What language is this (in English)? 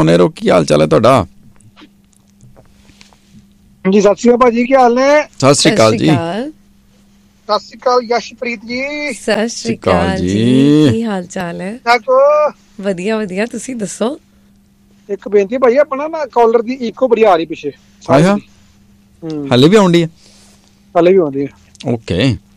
Punjabi